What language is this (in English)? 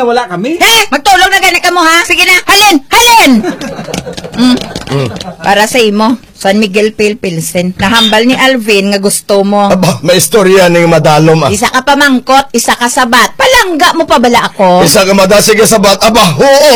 Hiligaynon